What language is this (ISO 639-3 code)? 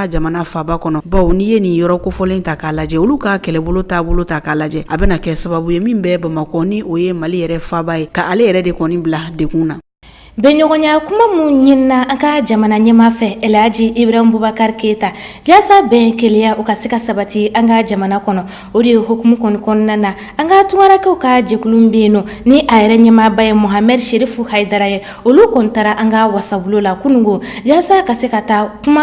bam